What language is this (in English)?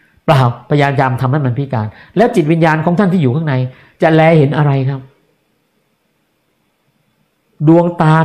Thai